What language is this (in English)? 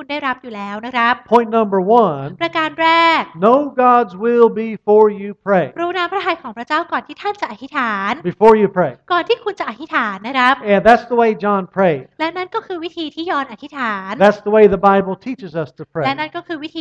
Thai